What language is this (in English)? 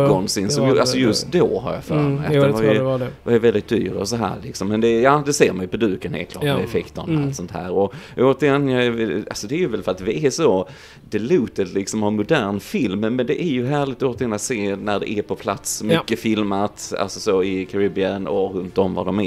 Swedish